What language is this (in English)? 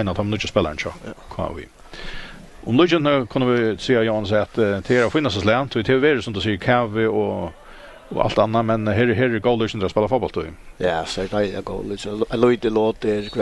Faroese